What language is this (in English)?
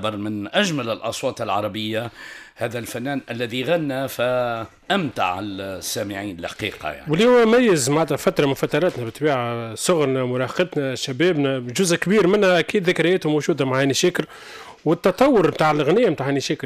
Tunisian Arabic